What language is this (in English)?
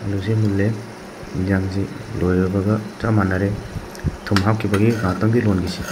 Manipuri